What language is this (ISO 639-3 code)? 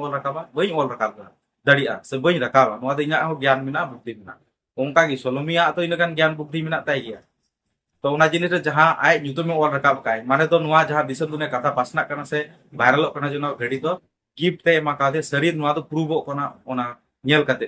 sat